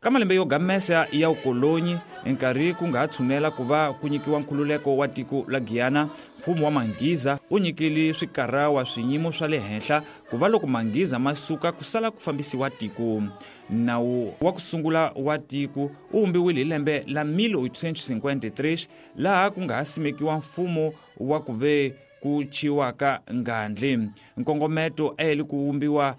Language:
Tsonga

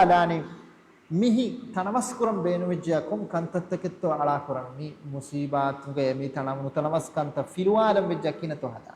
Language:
Divehi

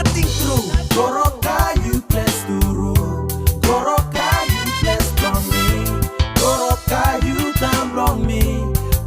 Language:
Tok Pisin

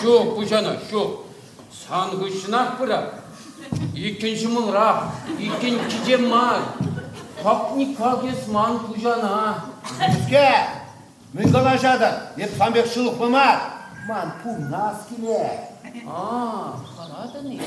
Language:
Chuvash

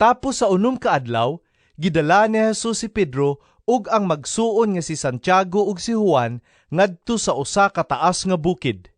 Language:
Cebuano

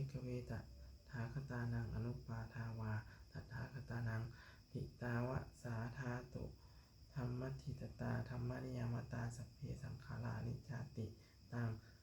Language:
Pali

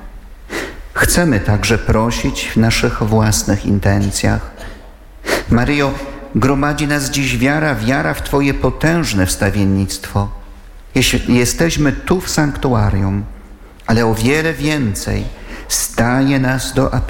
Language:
Polish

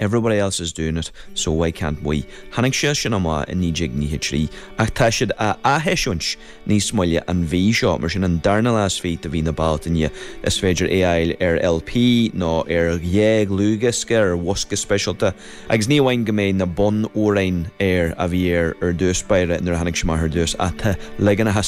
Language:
Irish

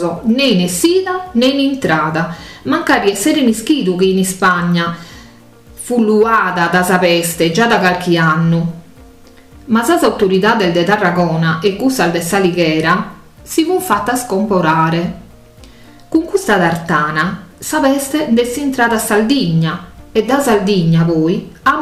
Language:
Sardinian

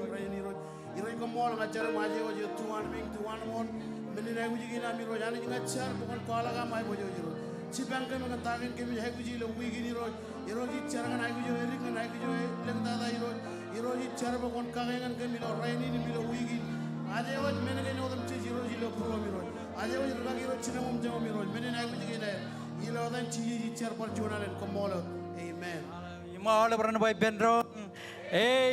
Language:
Marshallese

